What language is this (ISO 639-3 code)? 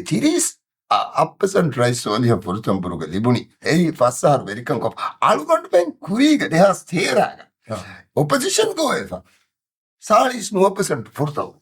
div